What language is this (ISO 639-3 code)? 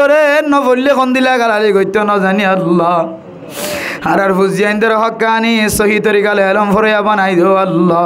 rhg